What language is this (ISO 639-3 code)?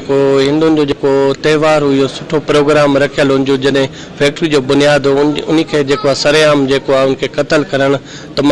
snd